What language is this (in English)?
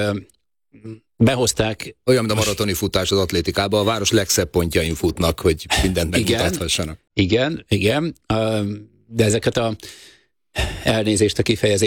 Hungarian